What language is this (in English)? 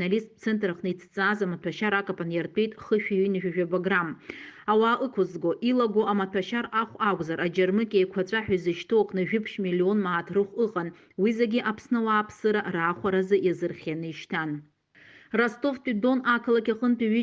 Abkhazian